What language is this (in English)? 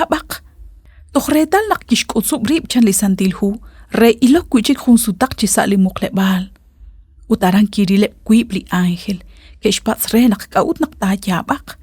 Kekchí